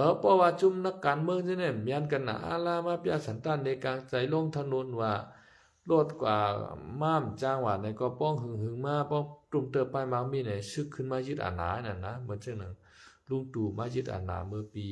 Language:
Shan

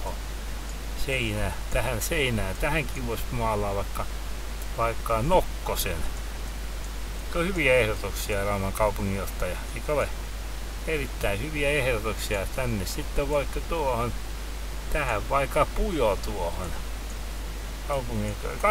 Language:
Finnish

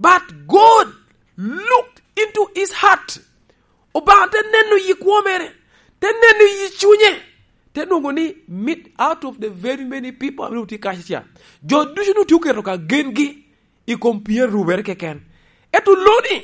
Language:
Lango (Uganda)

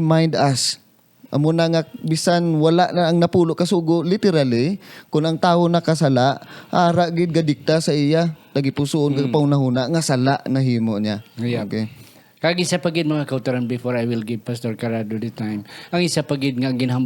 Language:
Hiligaynon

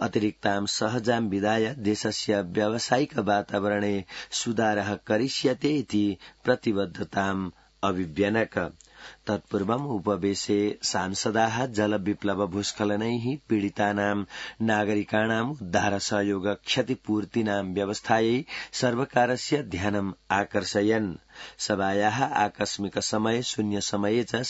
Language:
Sanskrit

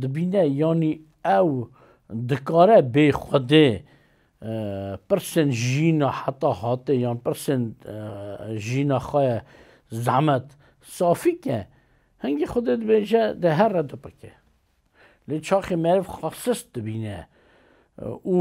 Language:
Kurdish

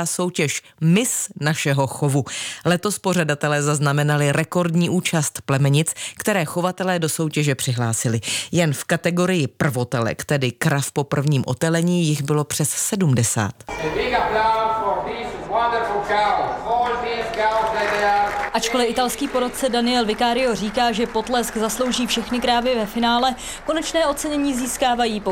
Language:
Czech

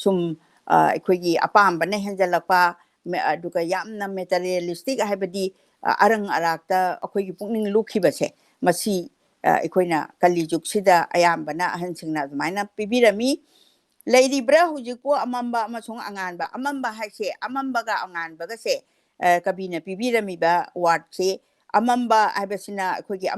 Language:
Manipuri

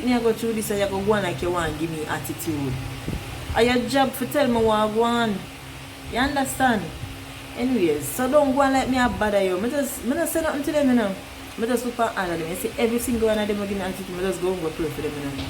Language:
Jamaican Creole English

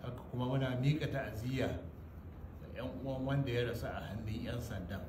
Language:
Hausa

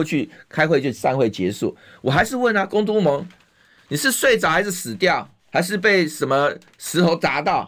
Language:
Chinese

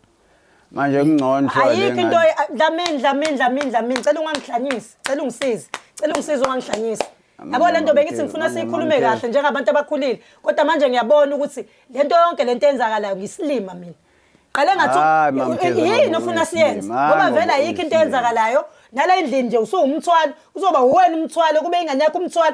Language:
Zulu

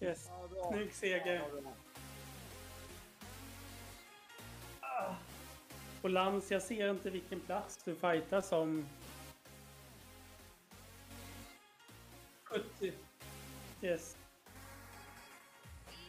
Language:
Swedish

